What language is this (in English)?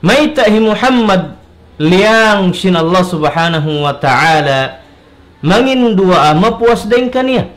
Tausug